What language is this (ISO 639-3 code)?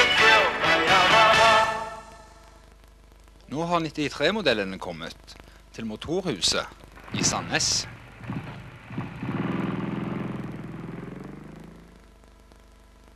nor